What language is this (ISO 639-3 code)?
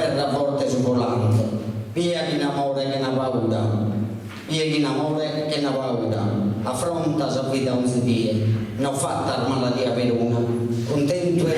srd